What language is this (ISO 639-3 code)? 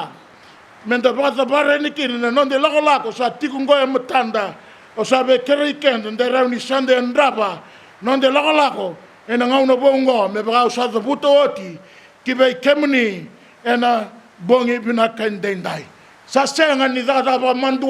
fij